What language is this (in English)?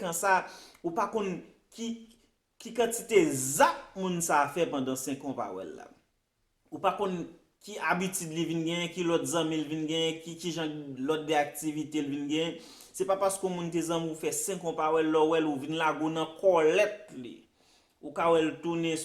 Haitian Creole